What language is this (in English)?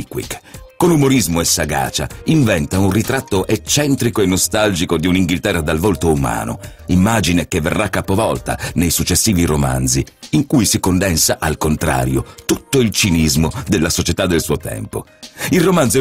Italian